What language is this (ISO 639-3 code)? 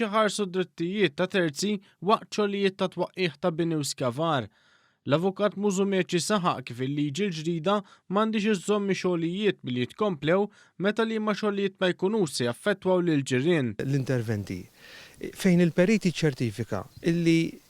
mlt